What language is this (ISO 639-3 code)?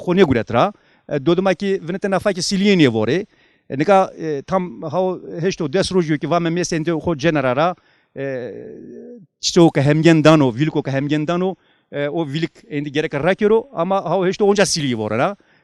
zza